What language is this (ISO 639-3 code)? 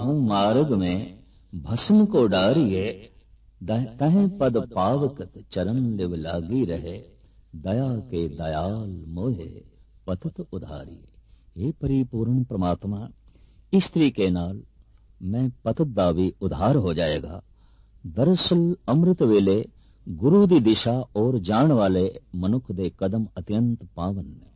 pan